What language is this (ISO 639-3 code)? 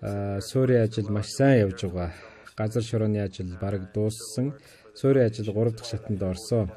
mon